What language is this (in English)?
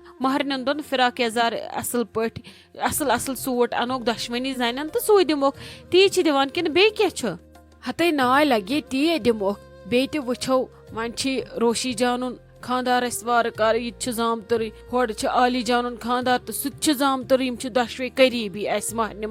Kashmiri